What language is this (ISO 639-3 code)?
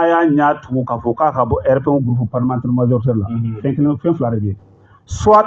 bam